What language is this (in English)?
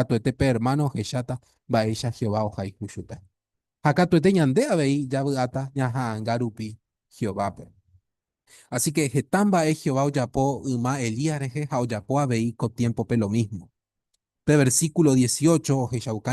Guarani